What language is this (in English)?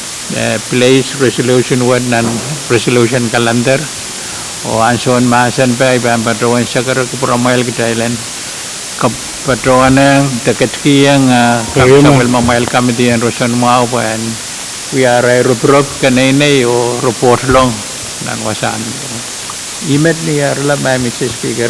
Pohnpeian